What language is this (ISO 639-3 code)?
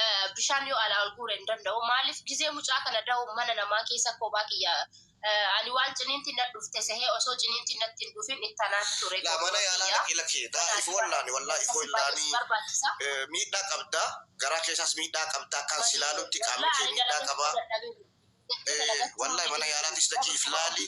orm